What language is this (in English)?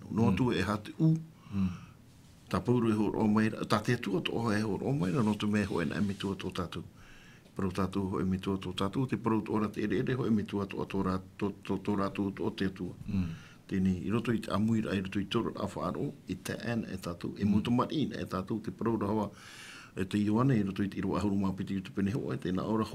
Tahitian